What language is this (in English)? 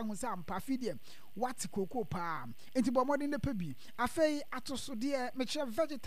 Akan